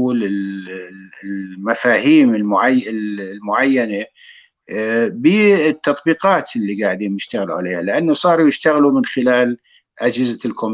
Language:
North Levantine Arabic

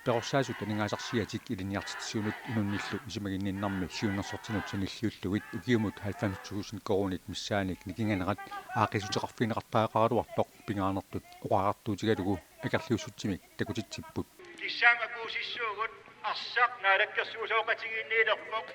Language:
Kalaallisut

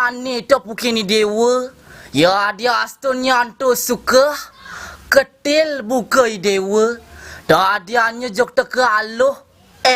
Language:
Balinese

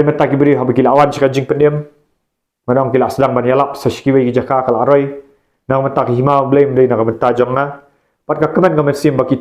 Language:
Khasi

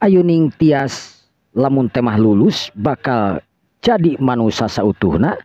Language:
Sundanese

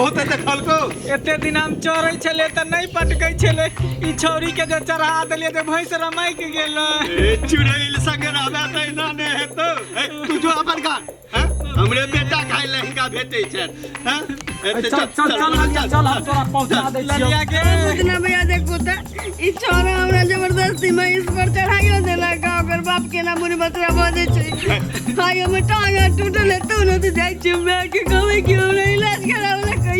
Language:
Maithili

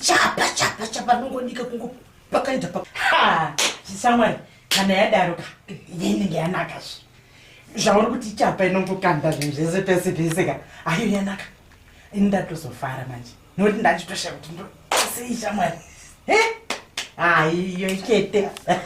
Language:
Shona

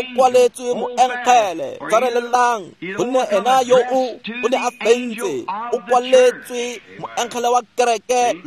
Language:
Tswana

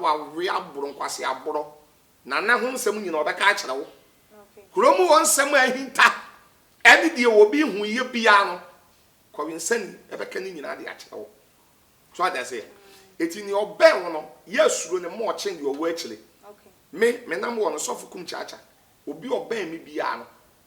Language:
Akan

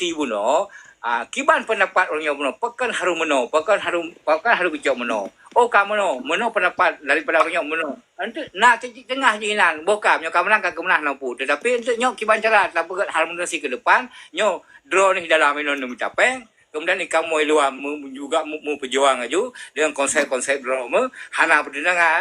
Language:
Achinese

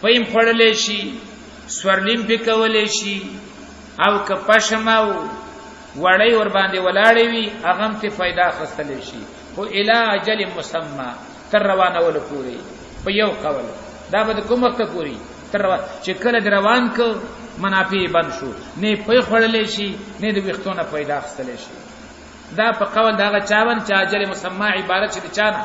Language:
Pashto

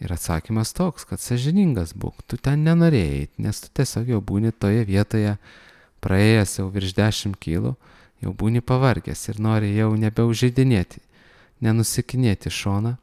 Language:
Lithuanian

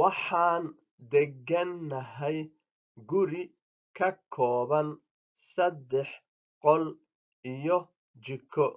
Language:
Somali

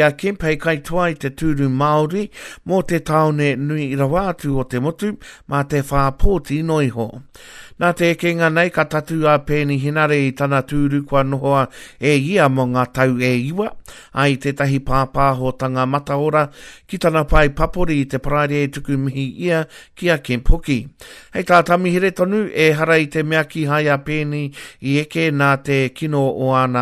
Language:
Māori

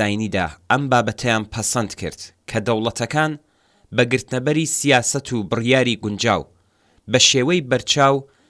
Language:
Central Kurdish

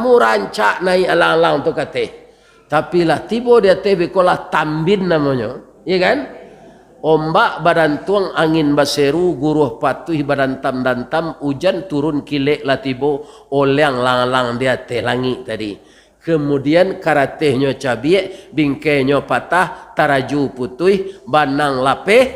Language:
Minangkabau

